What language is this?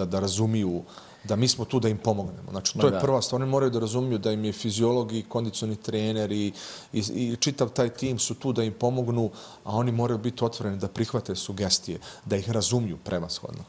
Bosnian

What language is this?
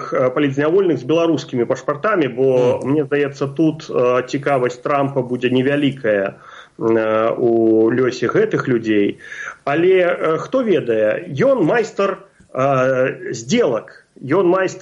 Belarusian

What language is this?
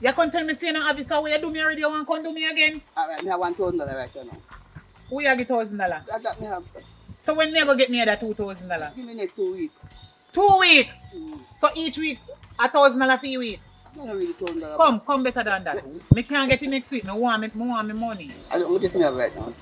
Jamaican Creole English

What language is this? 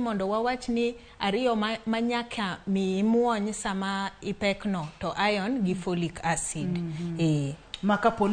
Luo (Kenya and Tanzania)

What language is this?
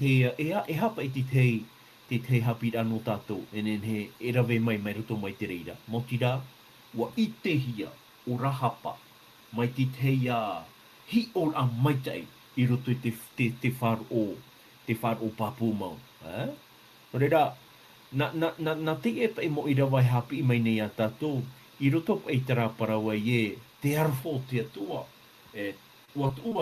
Tahitian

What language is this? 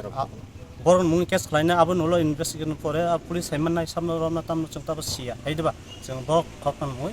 Kok Borok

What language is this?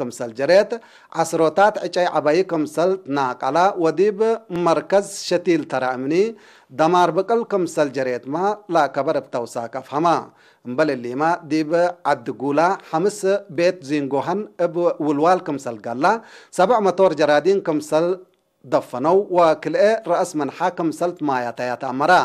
Tigre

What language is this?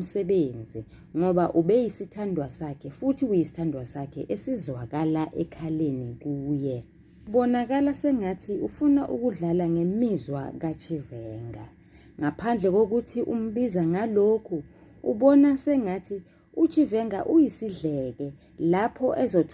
Zulu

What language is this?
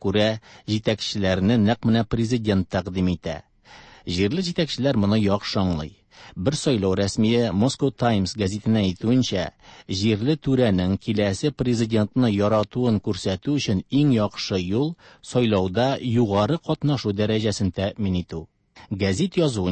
Tatar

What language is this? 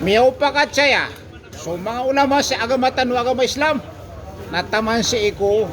Maranao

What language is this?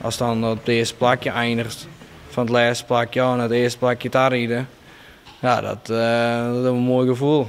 Western Frisian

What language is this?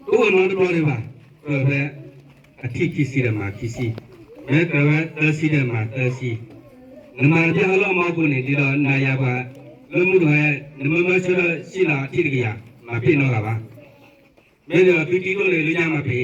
S'gaw Karen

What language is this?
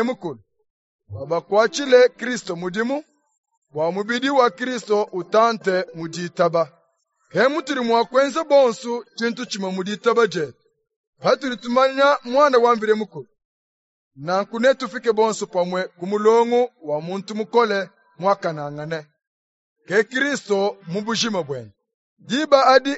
Luba-Lulua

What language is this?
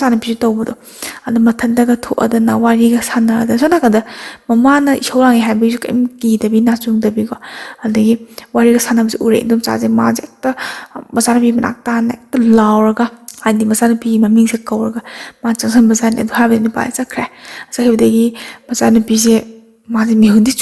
Manipuri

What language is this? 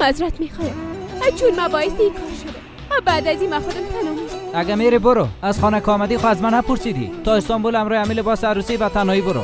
Persian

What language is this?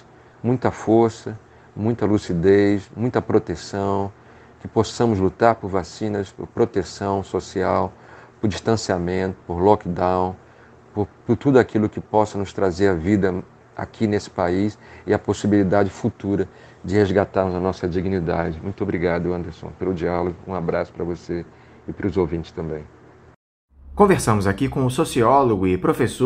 Portuguese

